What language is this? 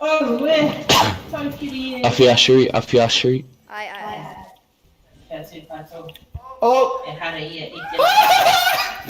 Māori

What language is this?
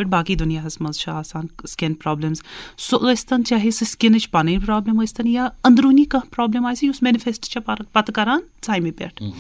Kashmiri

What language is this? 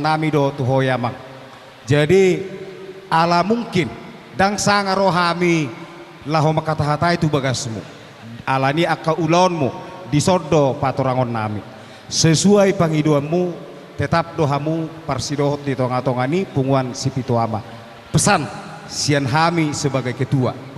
Batak Toba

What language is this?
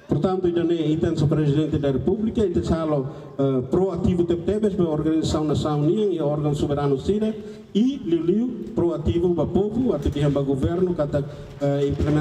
Tetum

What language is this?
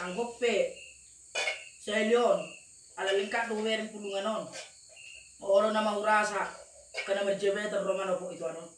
Batak Toba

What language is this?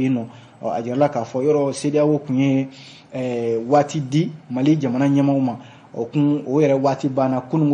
Bambara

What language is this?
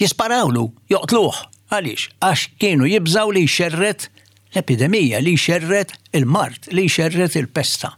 Maltese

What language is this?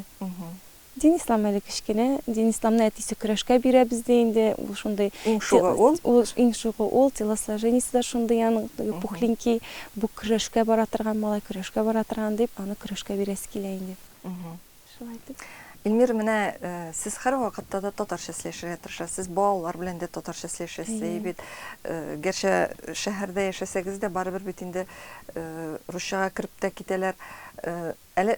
Tatar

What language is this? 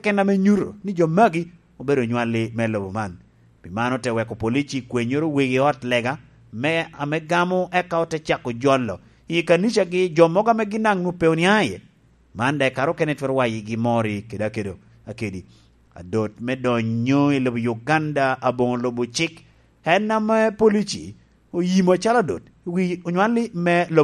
Lango (Uganda)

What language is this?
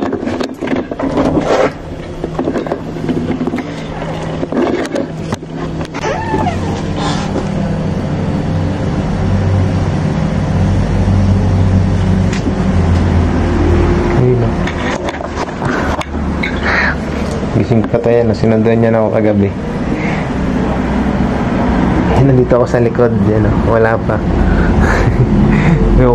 Filipino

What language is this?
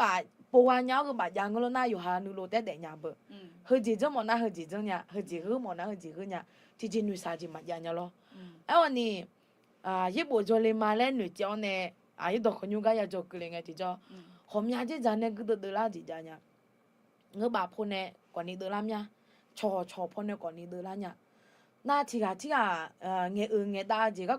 Akha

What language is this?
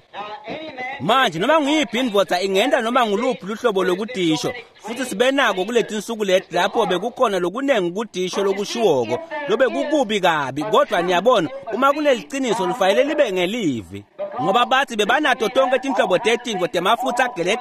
Swati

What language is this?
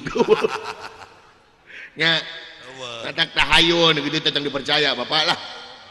Sundanese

